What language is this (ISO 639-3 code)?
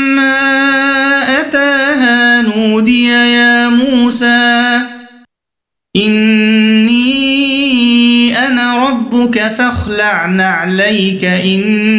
ara